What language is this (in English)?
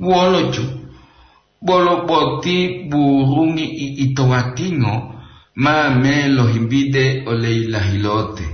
Gorontalo